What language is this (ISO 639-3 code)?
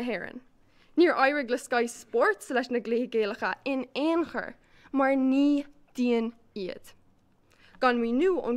gle